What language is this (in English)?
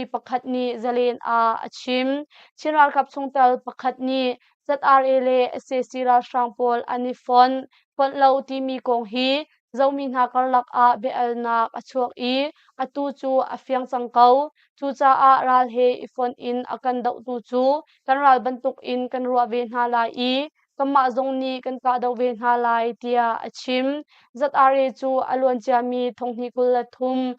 Hakha Chin